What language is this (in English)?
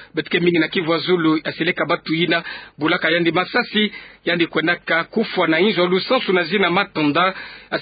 Kituba (Democratic Republic of Congo)